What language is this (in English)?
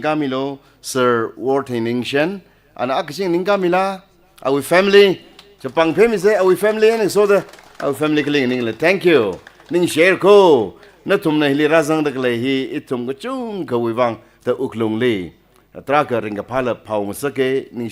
Tangkhul Naga (India)